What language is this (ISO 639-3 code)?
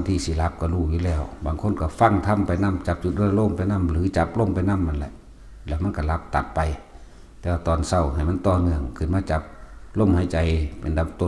tts